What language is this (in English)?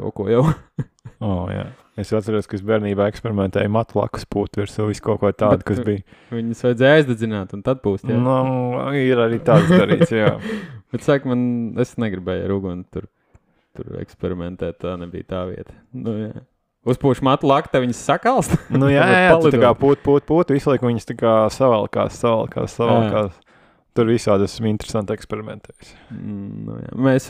Latvian